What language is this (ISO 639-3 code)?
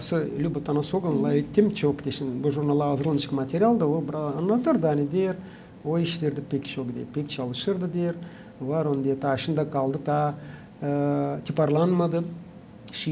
gag